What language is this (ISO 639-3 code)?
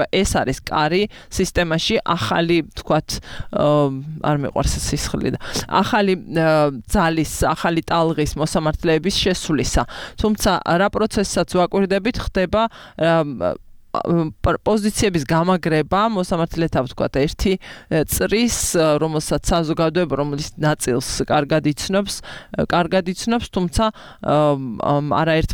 kat